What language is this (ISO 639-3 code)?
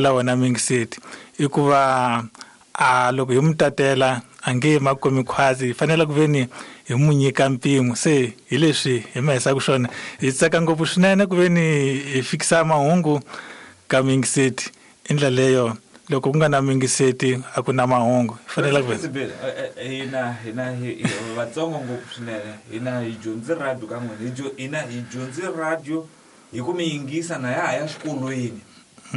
tso